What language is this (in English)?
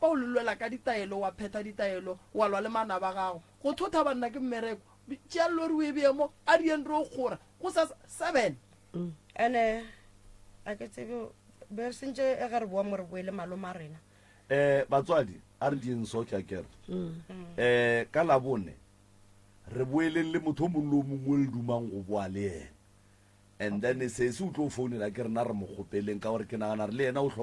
Northern Sotho